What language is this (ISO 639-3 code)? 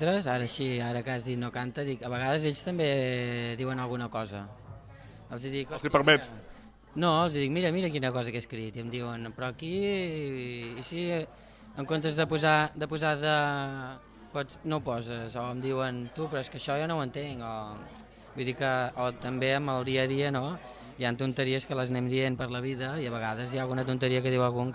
cat